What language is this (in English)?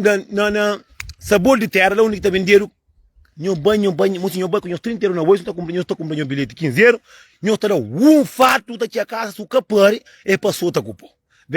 Kabuverdianu